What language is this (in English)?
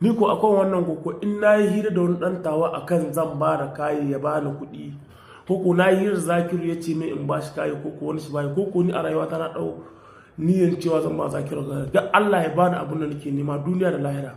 Hausa